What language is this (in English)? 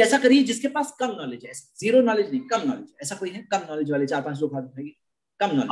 Hindi